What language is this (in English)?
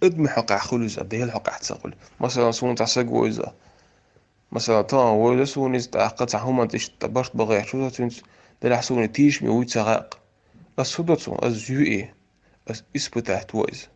Chechen